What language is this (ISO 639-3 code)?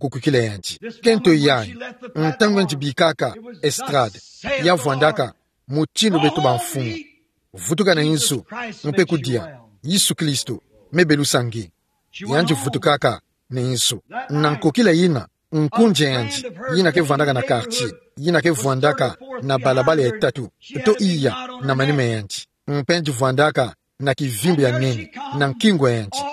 ktu